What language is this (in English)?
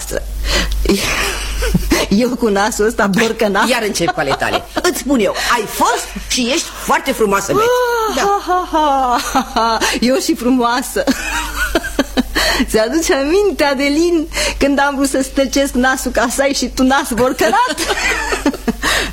Romanian